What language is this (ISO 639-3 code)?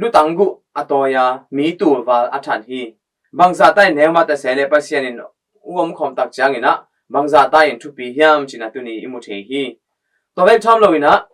ctd